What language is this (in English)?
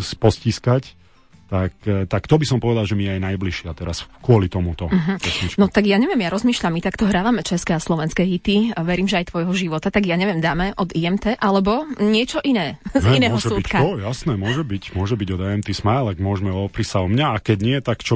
Slovak